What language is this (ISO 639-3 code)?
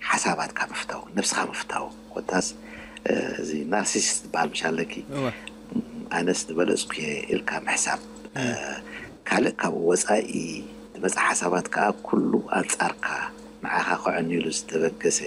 tir